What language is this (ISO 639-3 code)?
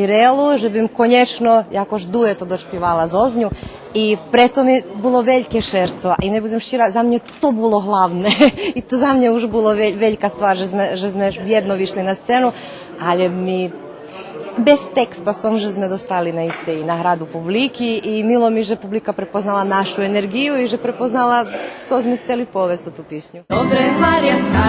rue